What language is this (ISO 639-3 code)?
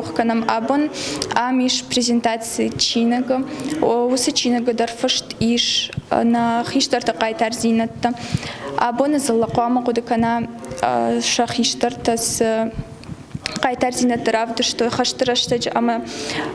oss